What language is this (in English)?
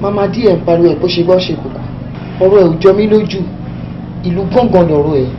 Yoruba